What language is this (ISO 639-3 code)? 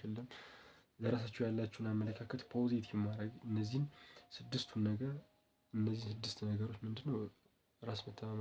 amh